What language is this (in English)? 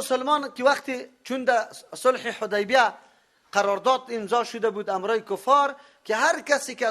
Persian